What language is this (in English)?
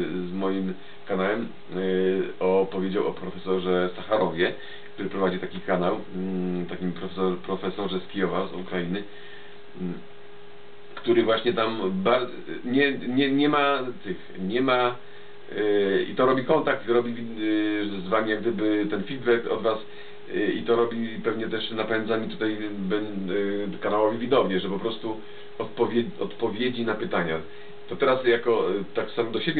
Polish